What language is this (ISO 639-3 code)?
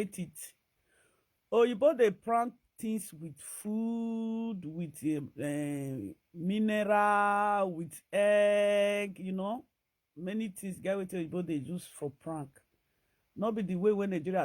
pcm